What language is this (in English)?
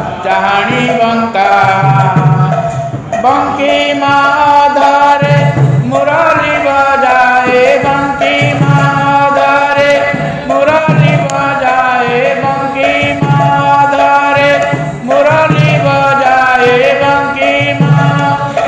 Odia